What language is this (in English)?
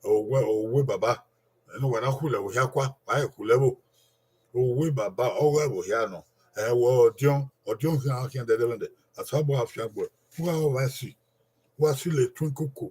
Bini